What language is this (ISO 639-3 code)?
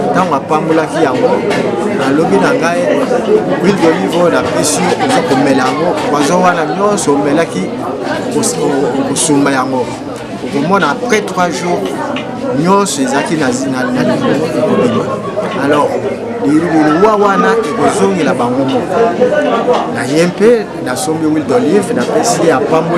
lin